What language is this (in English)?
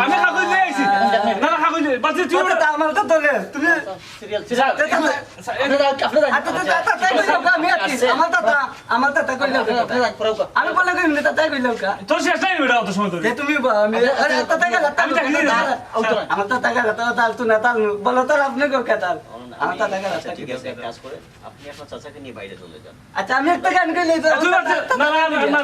Sylheti